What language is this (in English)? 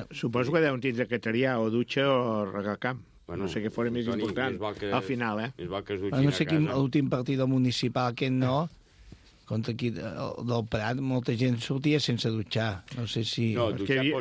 Catalan